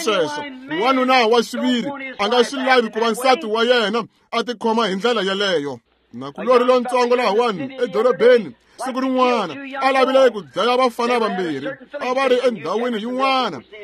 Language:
Tsonga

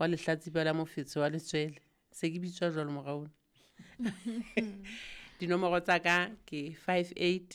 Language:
Southern Sotho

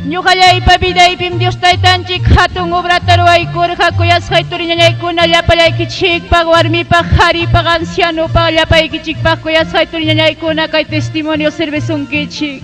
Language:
Ayacucho Quechua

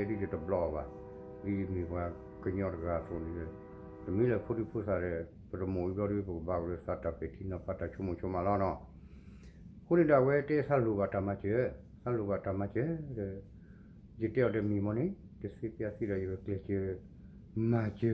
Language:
S'gaw Karen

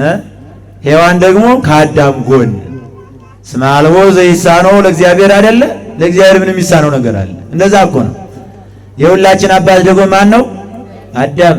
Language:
Amharic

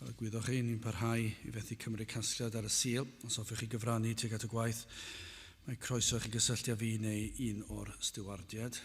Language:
Welsh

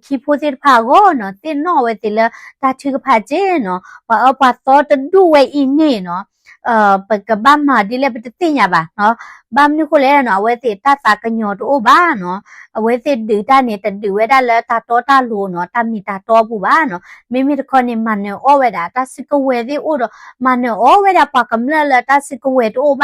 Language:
S'gaw Karen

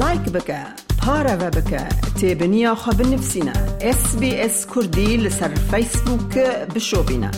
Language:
Kurdish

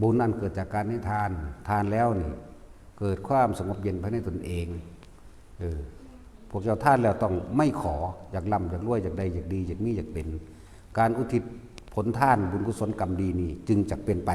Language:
Northeastern Thai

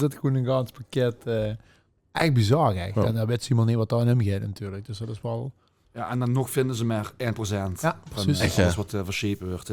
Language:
Limburgish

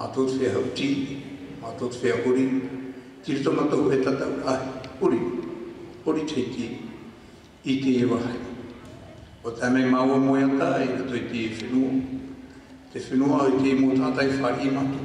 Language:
Tahitian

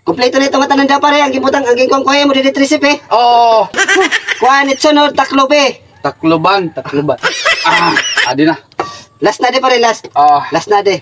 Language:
Waray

